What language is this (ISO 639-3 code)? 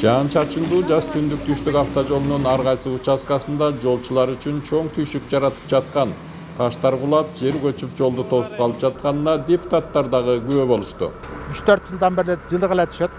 kir